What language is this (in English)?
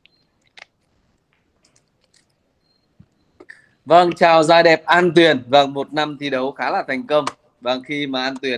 Vietnamese